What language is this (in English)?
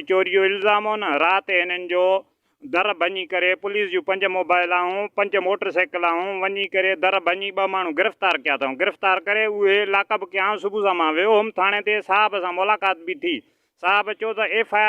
Sindhi